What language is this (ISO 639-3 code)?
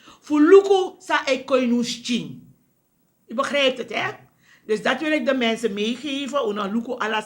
srn